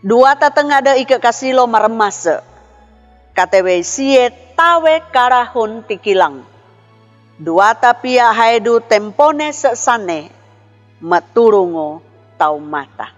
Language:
Sangir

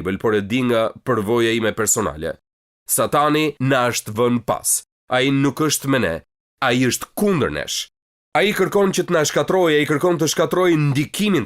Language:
Albanian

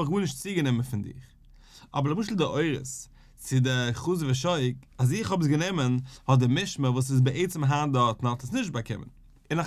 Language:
Yiddish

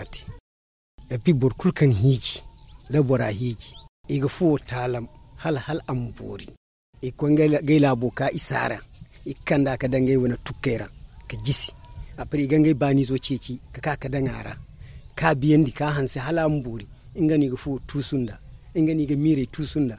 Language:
Zarma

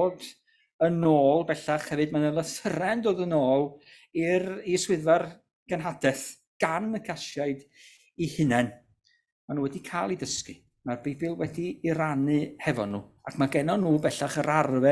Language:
Welsh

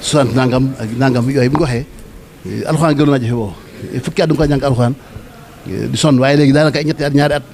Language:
Wolof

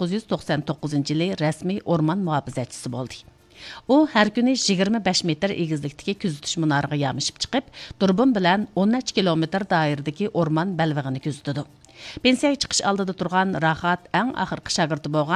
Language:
Uyghur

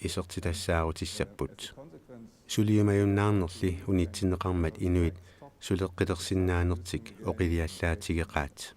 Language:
Kalaallisut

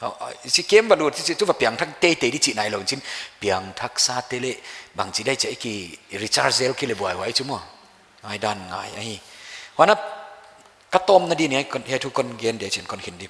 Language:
Paite Chin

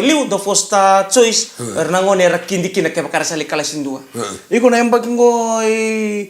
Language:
Fijian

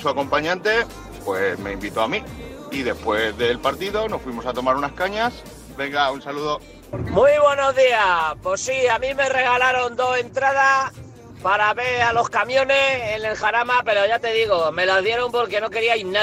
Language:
Spanish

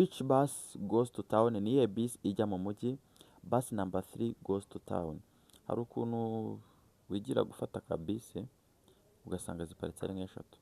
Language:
Kinyarwanda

